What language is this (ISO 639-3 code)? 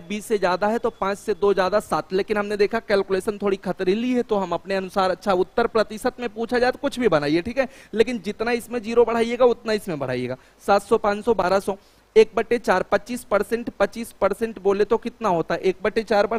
hin